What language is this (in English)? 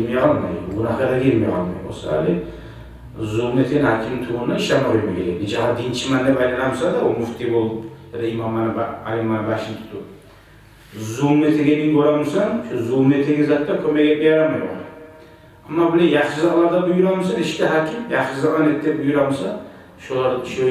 Kumyk